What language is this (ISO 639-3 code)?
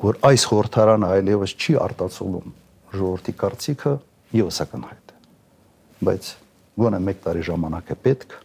hye